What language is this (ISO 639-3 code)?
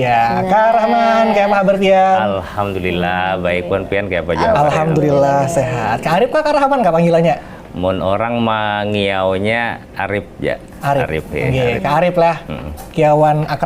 bjn